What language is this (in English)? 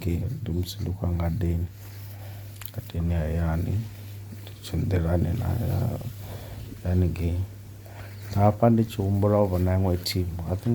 Venda